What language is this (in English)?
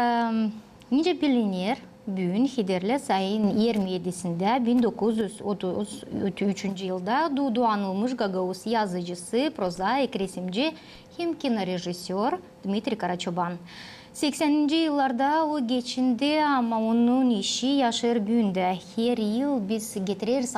Gagauz